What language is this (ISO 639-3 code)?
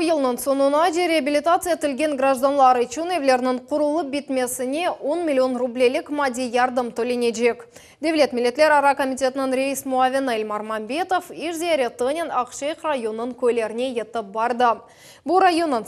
crh